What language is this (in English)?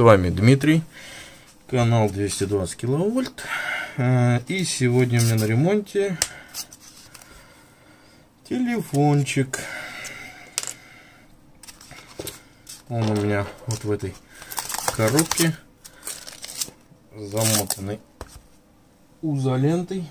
Russian